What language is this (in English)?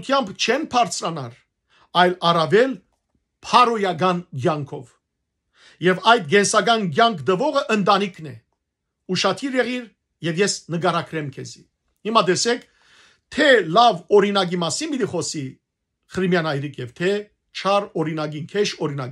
Western Armenian